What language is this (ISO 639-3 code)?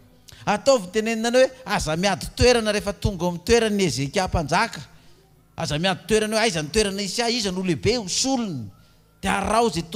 mlg